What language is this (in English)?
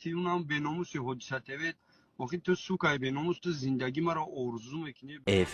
Tajik